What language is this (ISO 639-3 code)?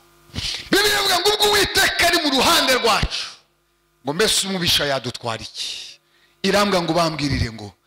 kin